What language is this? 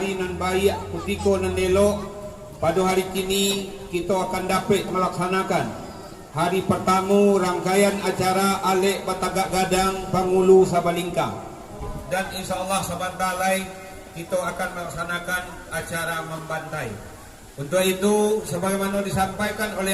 Minangkabau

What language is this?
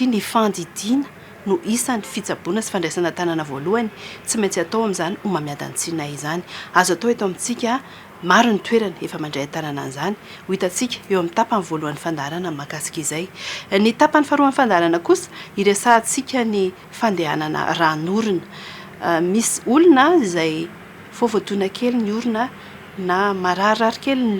Malagasy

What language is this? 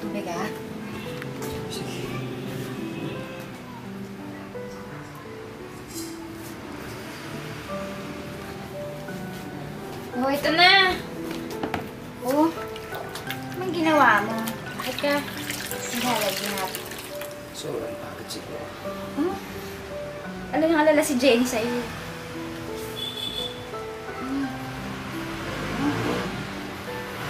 Filipino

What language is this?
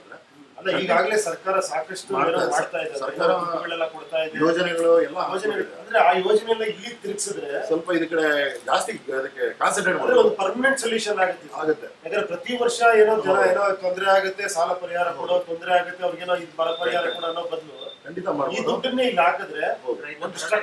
Kannada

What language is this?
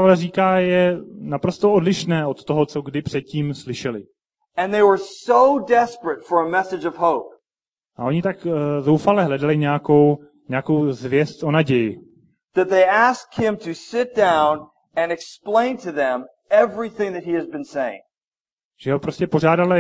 Czech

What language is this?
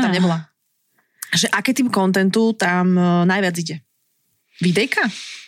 Slovak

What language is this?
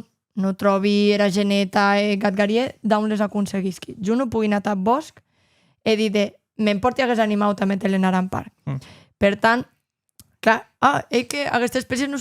Occitan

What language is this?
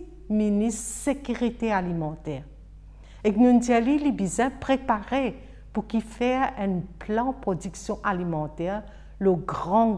Morisyen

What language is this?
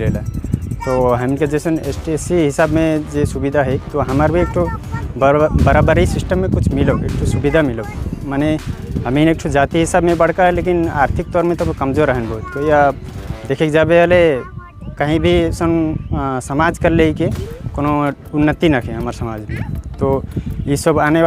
Sadri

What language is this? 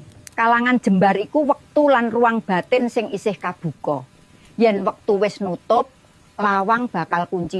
Javanese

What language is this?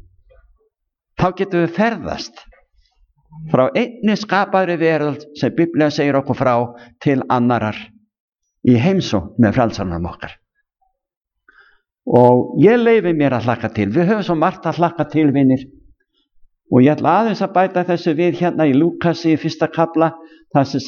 Icelandic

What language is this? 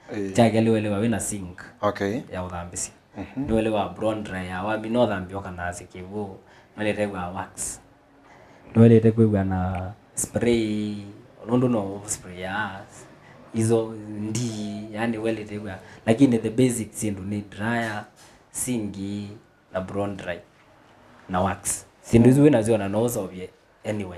Kamba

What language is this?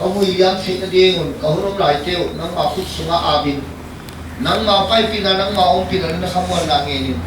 Paite Chin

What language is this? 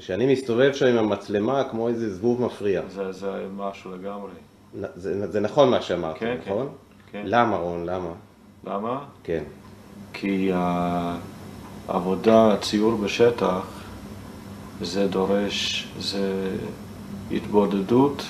Hebrew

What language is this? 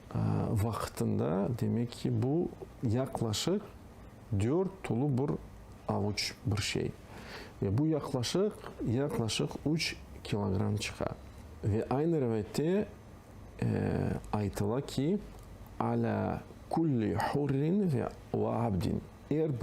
Crimean Tatar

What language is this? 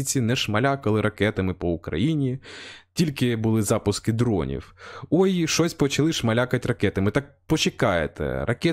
Ukrainian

